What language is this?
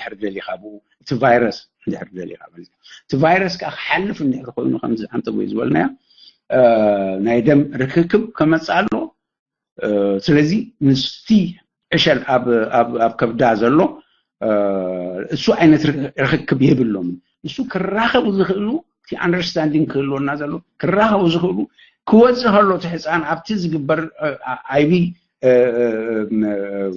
Tigrinya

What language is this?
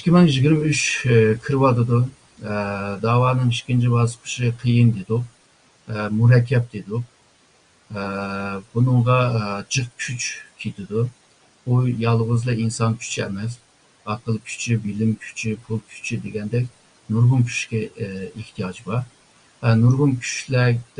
Uyghur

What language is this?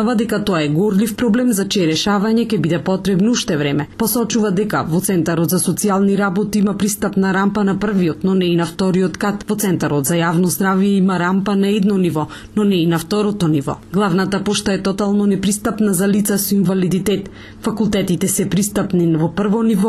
Macedonian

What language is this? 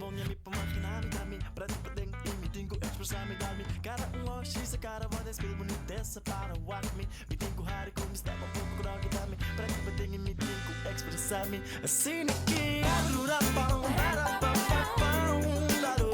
Papiamento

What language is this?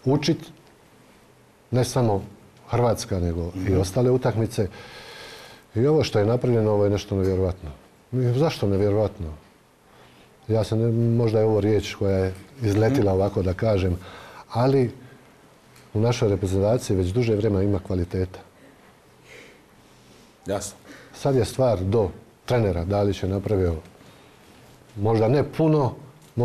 Croatian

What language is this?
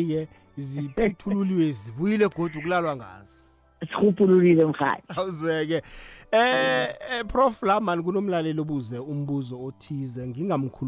South Ndebele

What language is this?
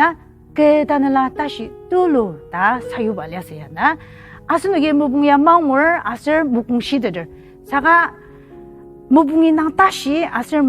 Ao Naga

